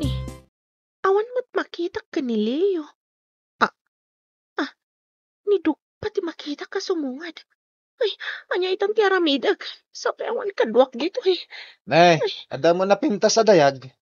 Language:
Iloko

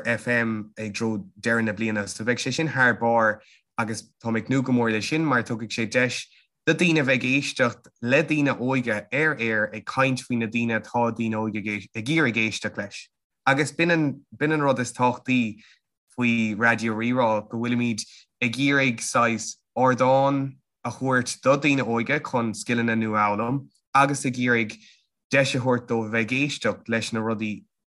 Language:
Irish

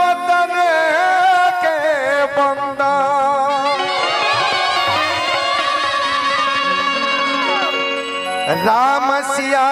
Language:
Bhojpuri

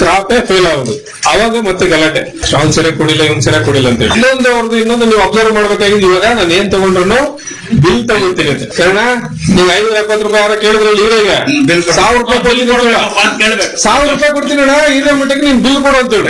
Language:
Kannada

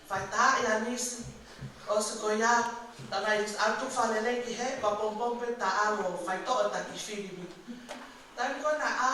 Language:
Tongan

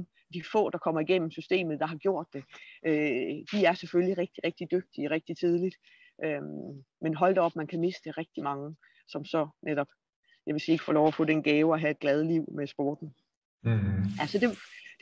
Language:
Danish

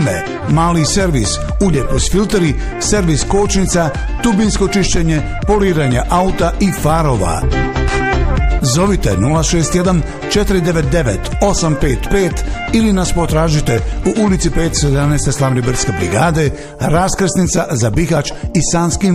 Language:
Bosnian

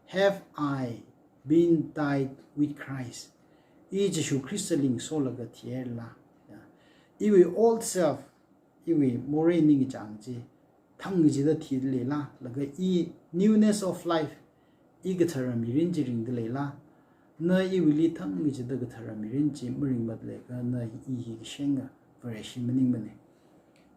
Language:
Tangkhul Naga (India)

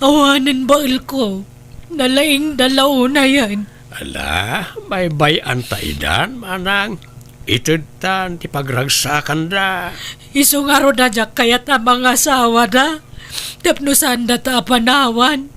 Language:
Iloko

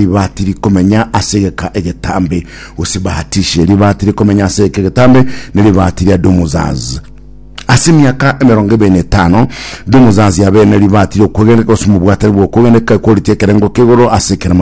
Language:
Gusii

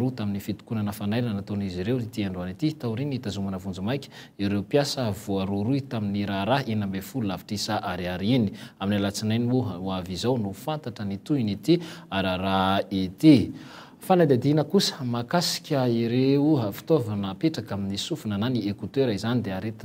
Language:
Malagasy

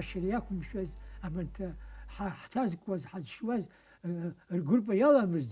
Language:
Abkhazian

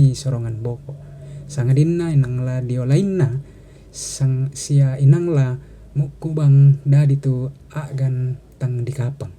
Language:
Toraja-Sa'dan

